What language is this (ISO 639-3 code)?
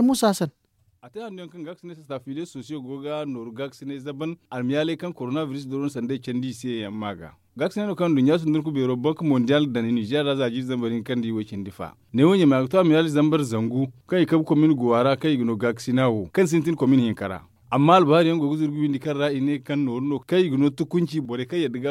dje